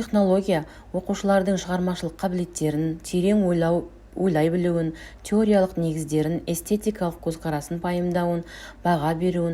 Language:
Kazakh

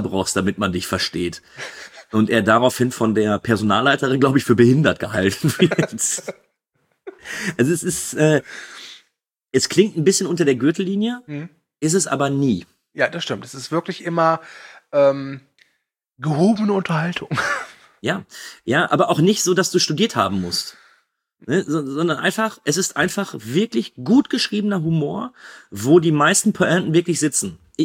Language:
German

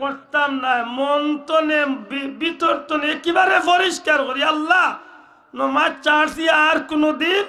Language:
Sylheti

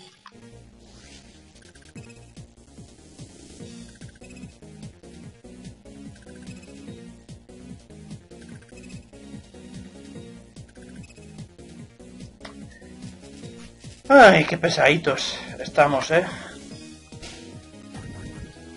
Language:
Spanish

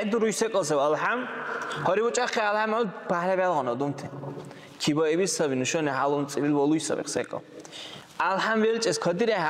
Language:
Dargwa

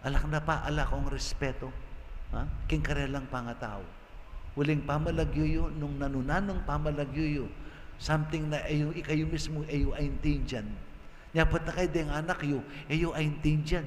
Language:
Pampanga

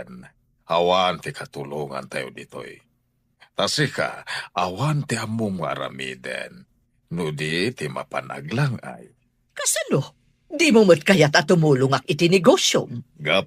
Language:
Iloko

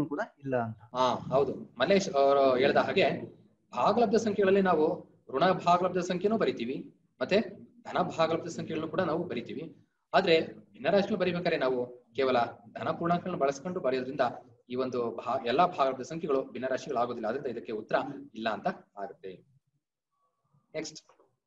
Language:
Kannada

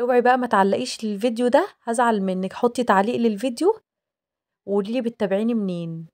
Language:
Egyptian Arabic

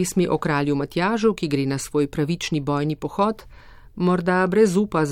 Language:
Slovenian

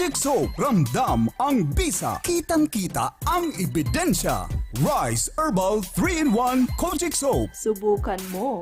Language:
Bikol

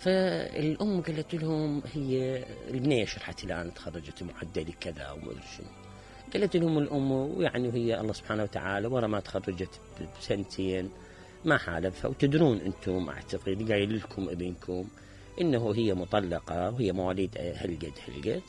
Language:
Mesopotamian Arabic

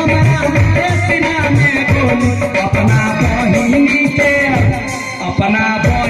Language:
Maithili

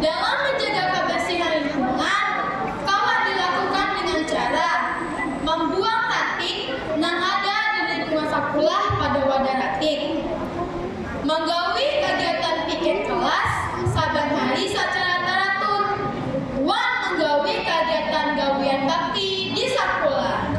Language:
Banjar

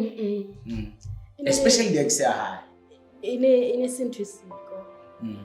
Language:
Southern Sotho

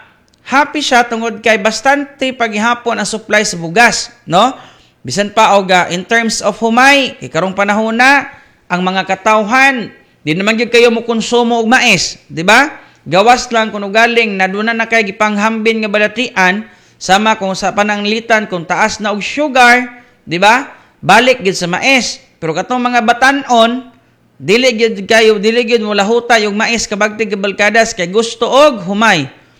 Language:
Cebuano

